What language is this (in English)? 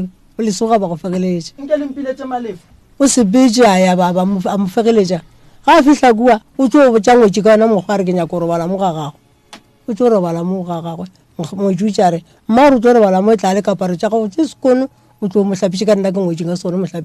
Northern Sotho